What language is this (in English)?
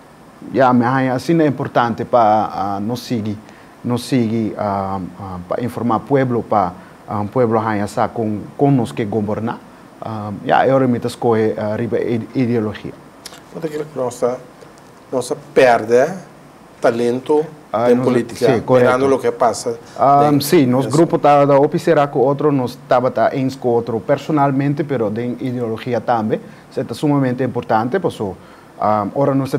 Papiamento